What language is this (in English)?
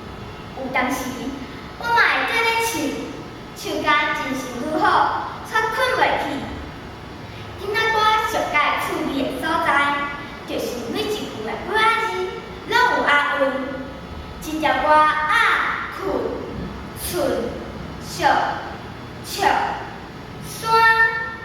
Min Nan Chinese